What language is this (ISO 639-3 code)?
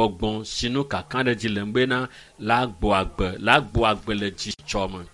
ewe